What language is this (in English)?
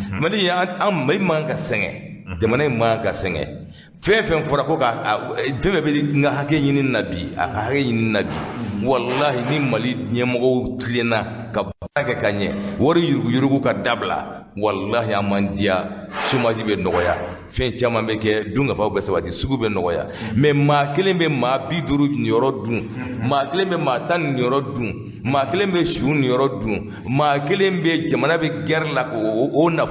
Bambara